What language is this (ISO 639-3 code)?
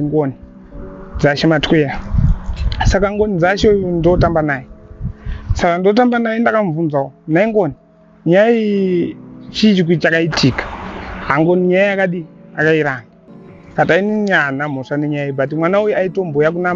sna